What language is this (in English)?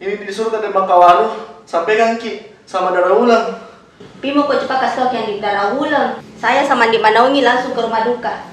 Makassar Malay